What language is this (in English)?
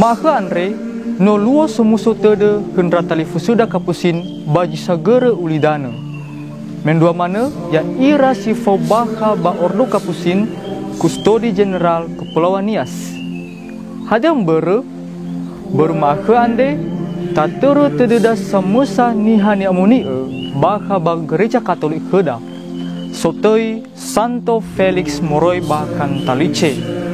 Nias